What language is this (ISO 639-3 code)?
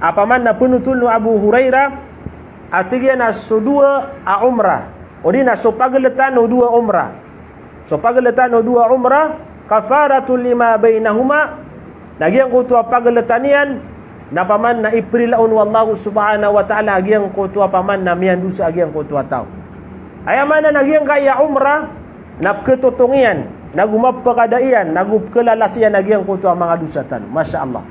mrw